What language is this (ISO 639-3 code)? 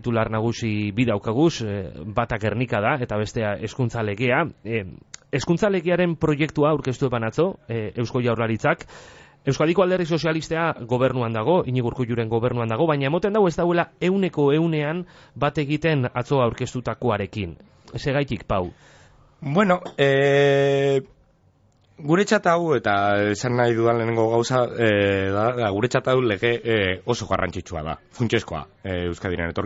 eus